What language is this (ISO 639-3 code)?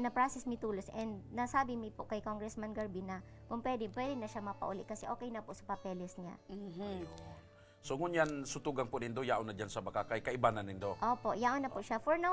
bik